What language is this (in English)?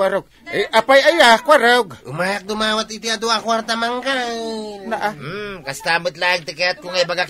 Iloko